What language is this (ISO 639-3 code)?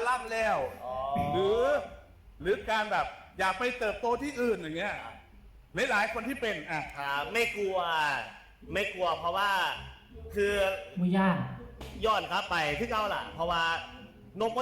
tts